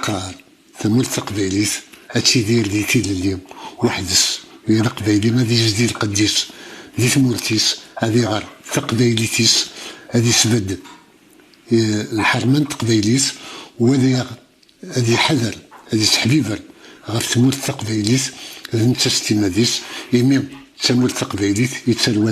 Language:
Kabyle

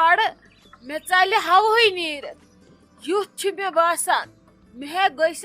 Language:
Kashmiri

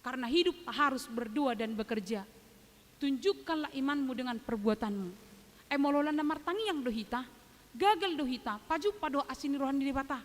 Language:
Batak Toba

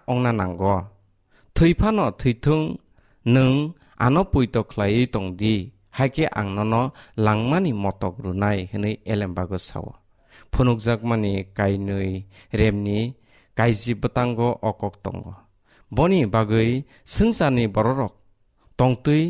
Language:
Kok Borok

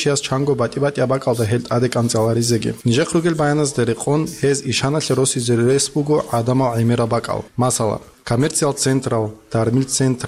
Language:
Avaric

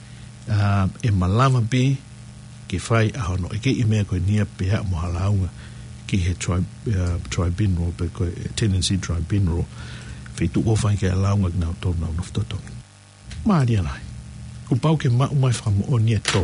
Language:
Tongan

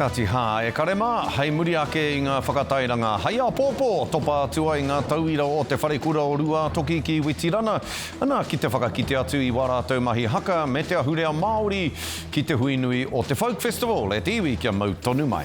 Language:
Māori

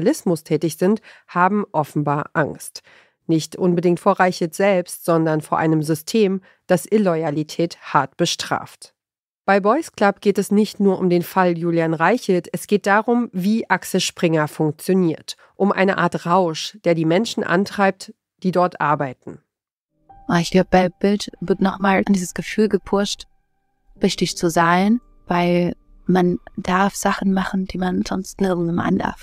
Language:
German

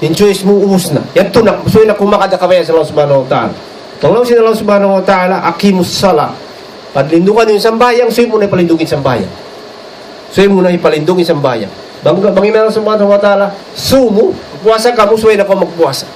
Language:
Tausug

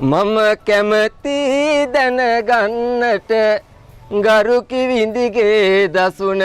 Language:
Sinhala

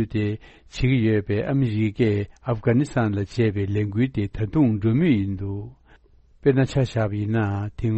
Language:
Tibetan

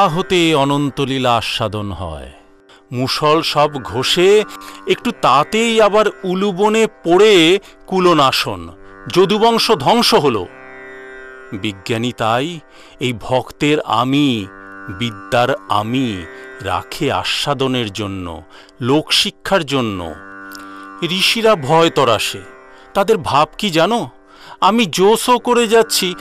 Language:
Bangla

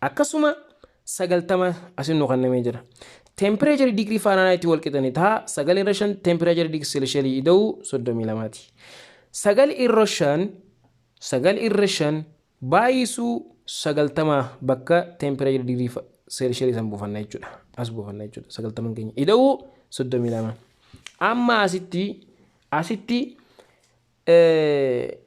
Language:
Oromo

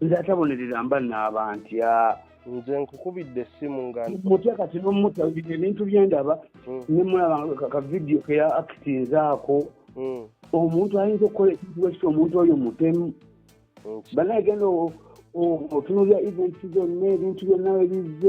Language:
Ganda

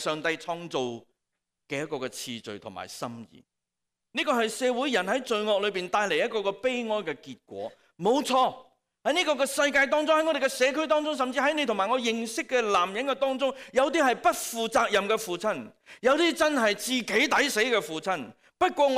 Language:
Cantonese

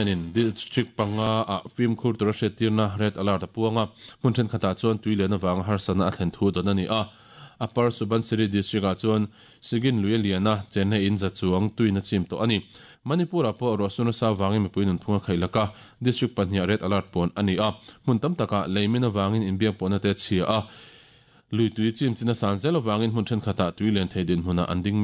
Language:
Mizo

